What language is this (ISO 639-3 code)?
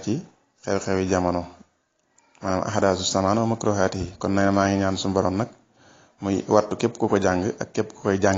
wol